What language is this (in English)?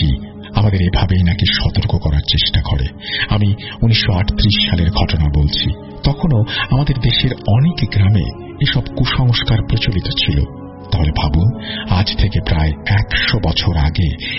Bangla